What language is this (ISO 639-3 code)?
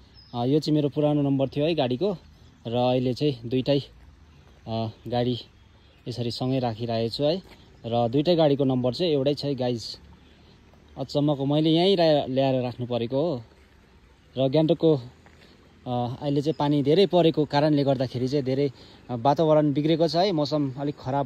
nep